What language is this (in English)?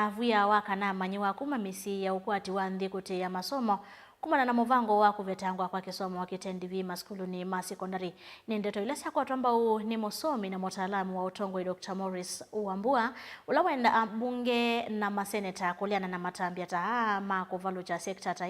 Kamba